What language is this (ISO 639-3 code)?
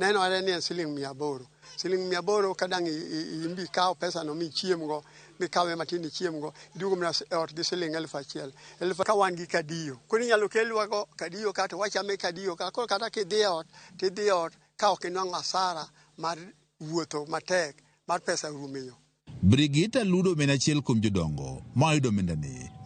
luo